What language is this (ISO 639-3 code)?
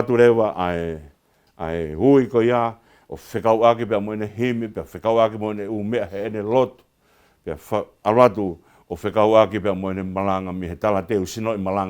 ton